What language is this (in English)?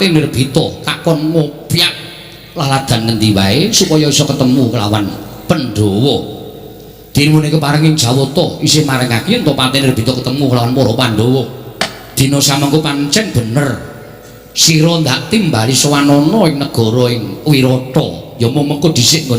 Javanese